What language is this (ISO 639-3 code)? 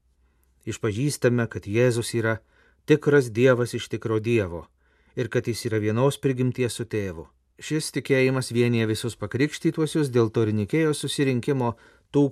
lit